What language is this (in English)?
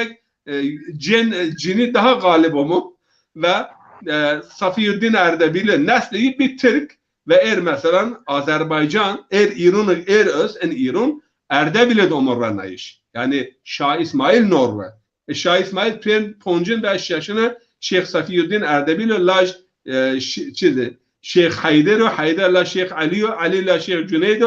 Zaza